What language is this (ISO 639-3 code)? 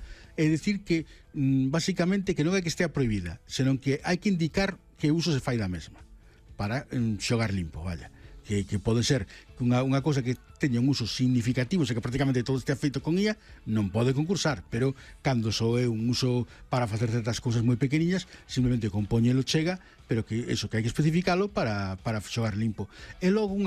glg